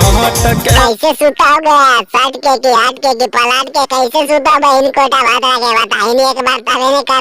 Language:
Magahi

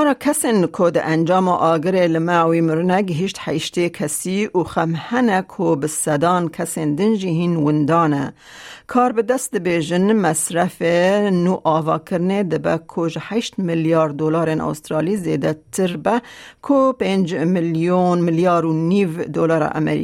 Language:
Kurdish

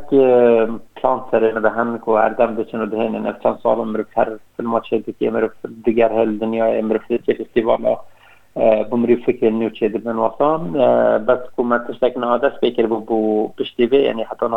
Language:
Kurdish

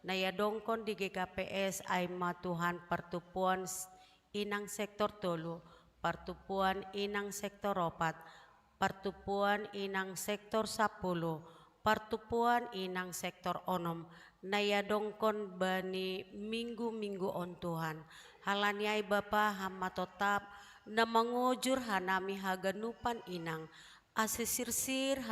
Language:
Batak Simalungun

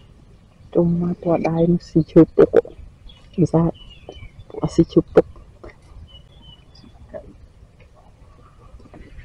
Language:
Vietnamese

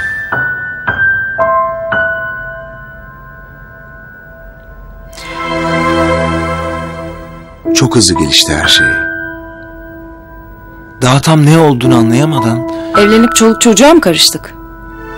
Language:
Turkish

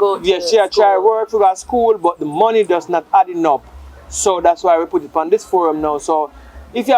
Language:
Jamaican Creole English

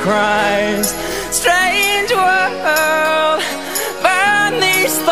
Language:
English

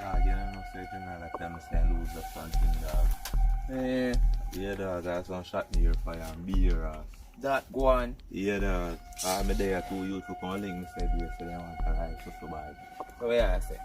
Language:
Jamaican Creole English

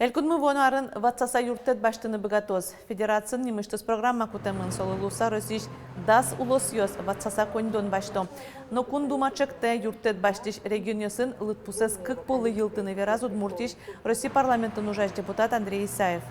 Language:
Udmurt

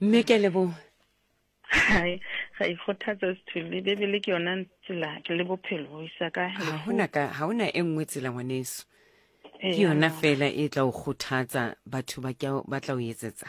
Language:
Southern Sotho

